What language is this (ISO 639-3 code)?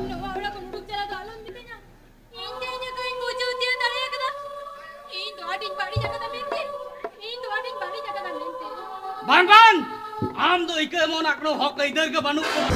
sat